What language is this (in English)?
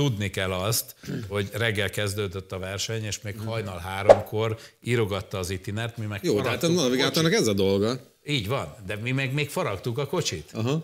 Hungarian